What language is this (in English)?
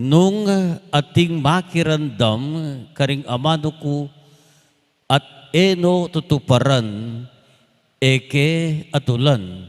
Pampanga